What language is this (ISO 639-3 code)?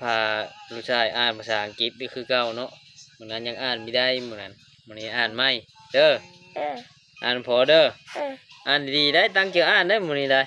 lao